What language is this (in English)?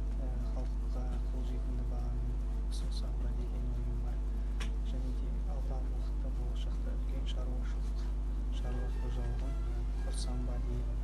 Kazakh